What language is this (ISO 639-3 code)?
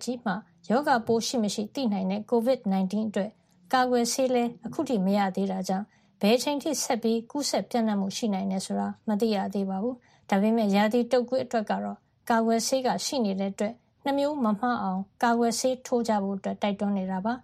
mya